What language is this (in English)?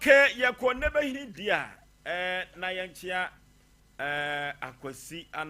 Akan